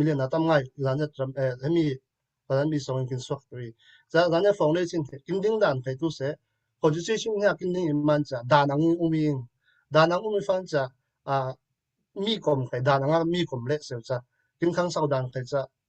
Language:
Falam Chin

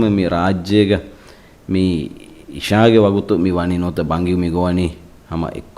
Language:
Divehi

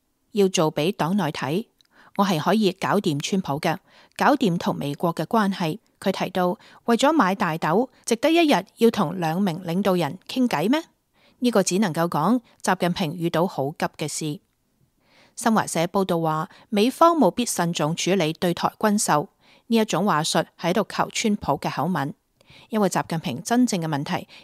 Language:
Cantonese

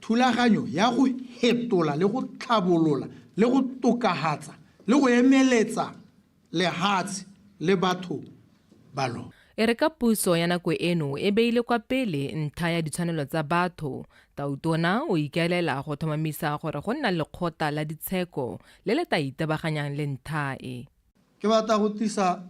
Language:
Tswana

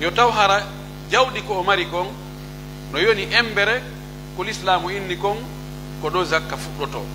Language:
Pular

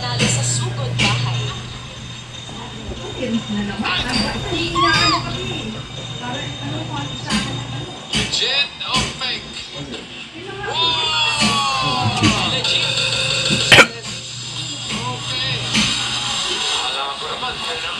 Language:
Filipino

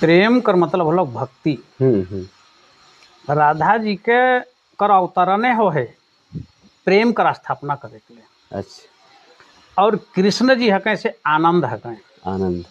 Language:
Sadri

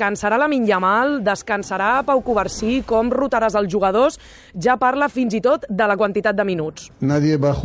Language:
Catalan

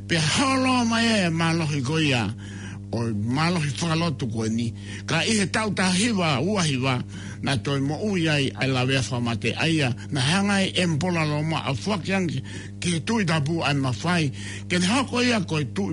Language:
Tongan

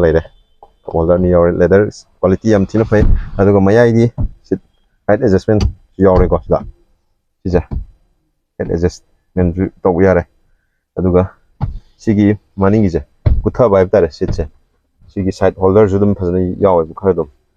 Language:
Manipuri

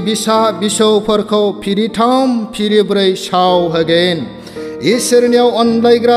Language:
Bodo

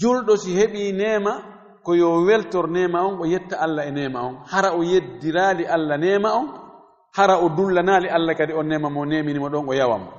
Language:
Fula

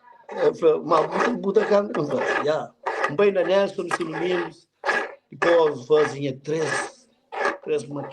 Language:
Kabuverdianu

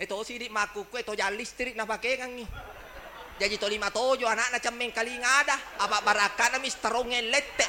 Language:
Buginese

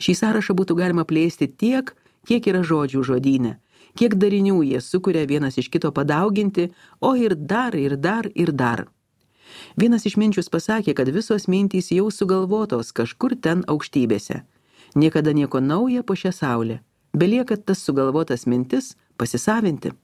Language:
Lithuanian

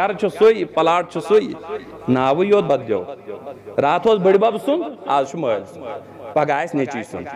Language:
Kashmiri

